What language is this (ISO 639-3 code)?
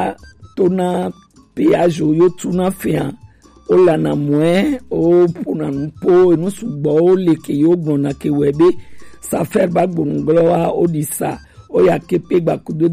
gej